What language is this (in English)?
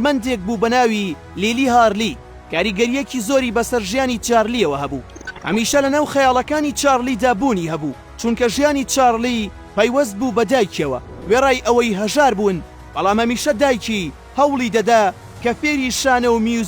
Central Kurdish